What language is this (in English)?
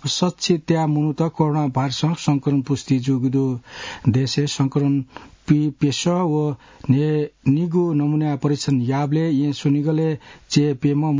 Newari